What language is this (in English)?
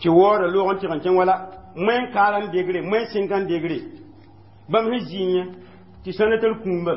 Mossi